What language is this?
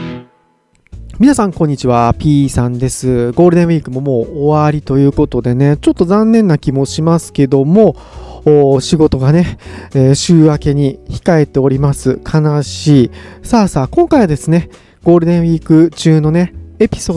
Japanese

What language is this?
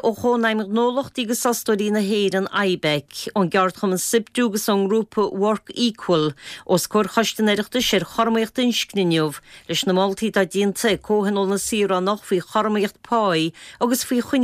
Irish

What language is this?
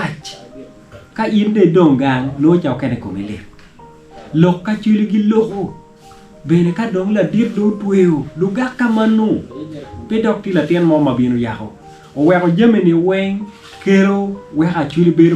Acoli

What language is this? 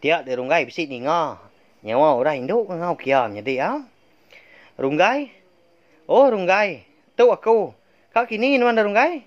Iban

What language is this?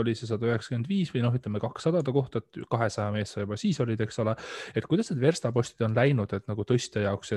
Estonian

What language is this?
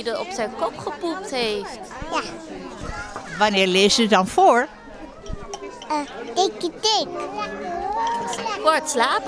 Dutch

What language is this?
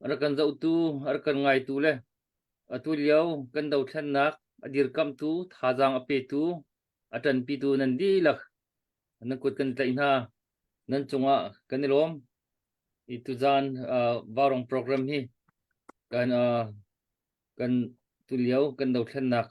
Hakha Chin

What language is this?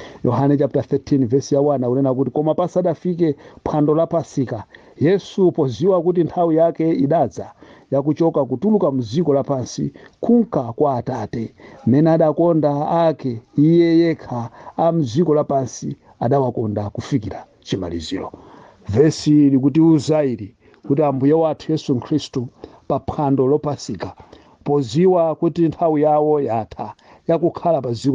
Nyanja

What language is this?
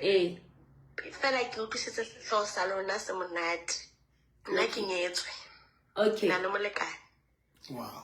Southern Sotho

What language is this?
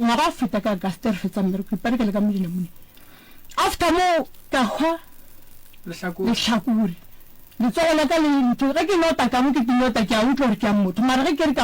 Northern Sotho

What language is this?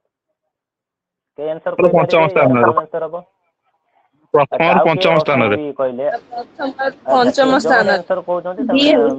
Odia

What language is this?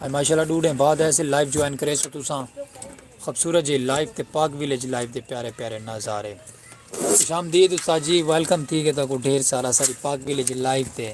Saraiki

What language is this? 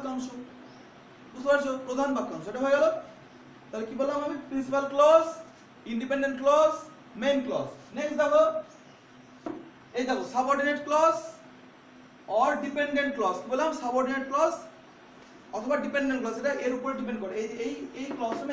Bangla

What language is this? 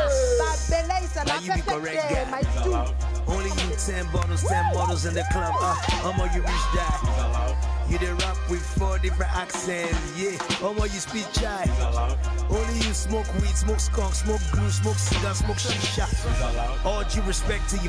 Nigerian Pidgin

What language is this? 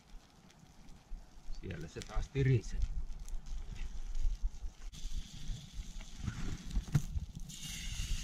Finnish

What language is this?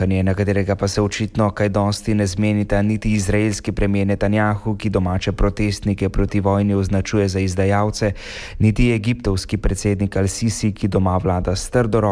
Slovenian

